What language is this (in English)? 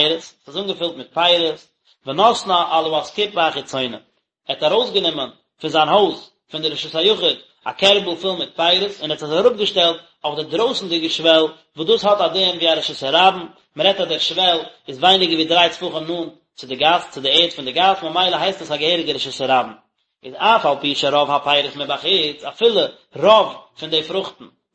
Yiddish